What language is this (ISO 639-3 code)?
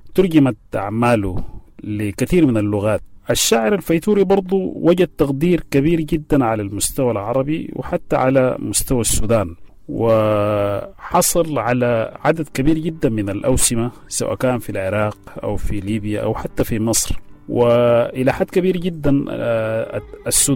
apd